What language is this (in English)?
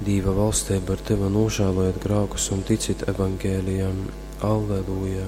Latgalian